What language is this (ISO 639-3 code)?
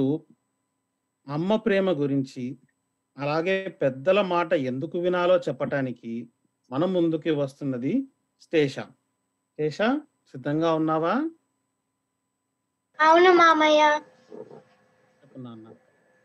tel